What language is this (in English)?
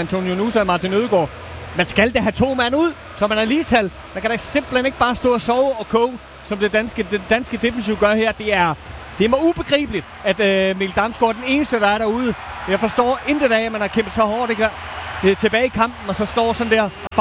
Danish